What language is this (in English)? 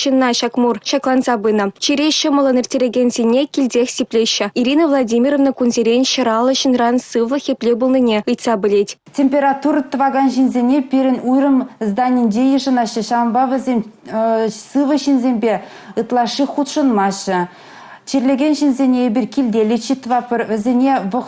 Chuvash